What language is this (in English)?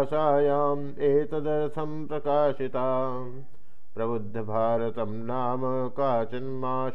Sanskrit